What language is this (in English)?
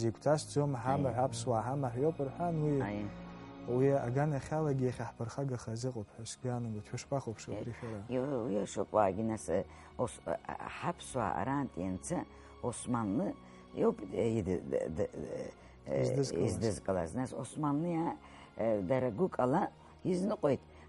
Abkhazian